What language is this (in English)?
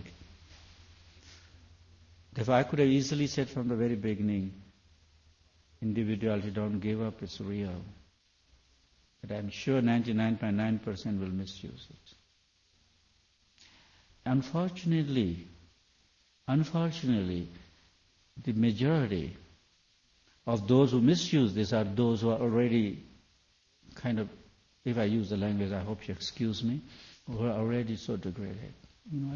English